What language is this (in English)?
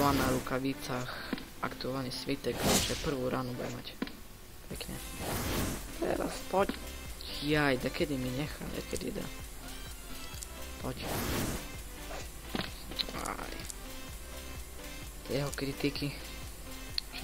Slovak